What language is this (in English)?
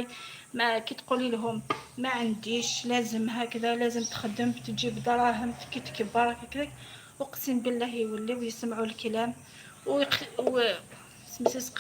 Algerian Arabic